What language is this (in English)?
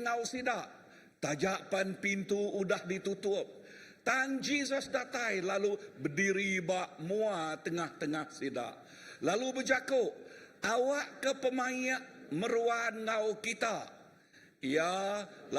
Iban